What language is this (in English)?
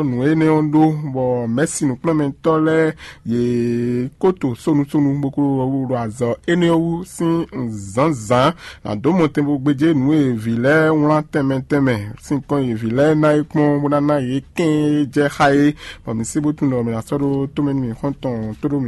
Fon